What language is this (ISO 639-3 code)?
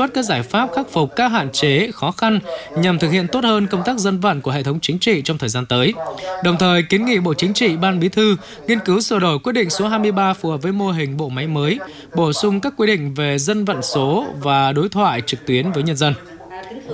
vie